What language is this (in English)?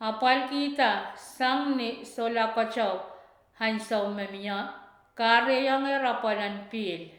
Pohnpeian